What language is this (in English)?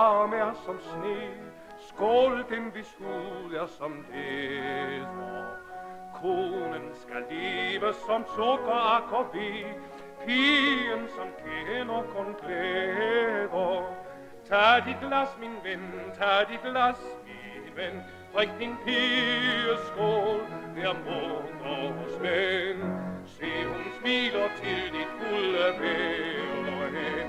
Danish